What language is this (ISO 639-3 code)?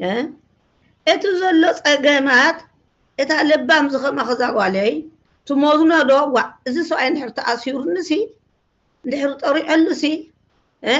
tir